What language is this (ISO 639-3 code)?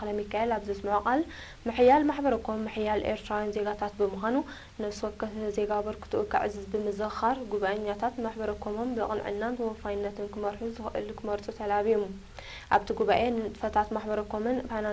tir